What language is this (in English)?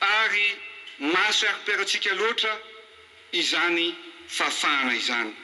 Malagasy